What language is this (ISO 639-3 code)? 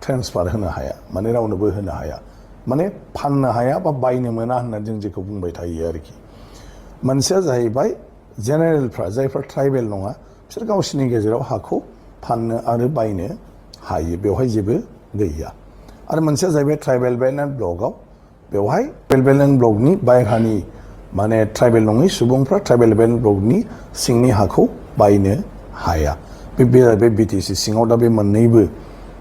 brx